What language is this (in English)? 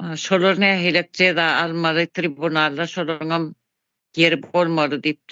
Turkmen